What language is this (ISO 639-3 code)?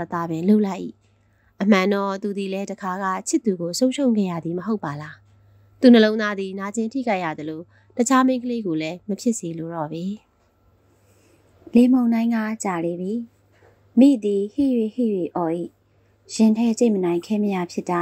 mya